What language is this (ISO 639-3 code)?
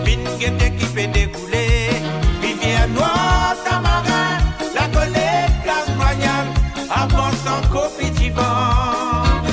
mfe